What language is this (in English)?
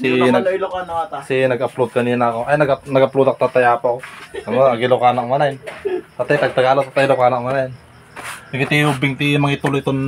Iloko